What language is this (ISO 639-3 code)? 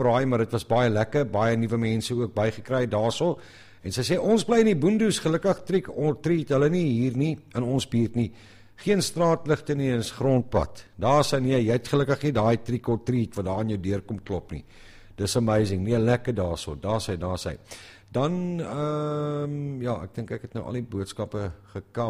afr